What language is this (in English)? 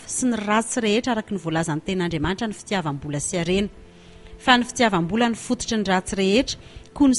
Malagasy